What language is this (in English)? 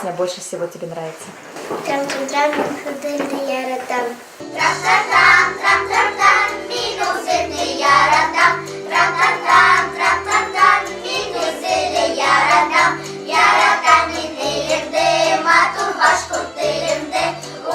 Bashkir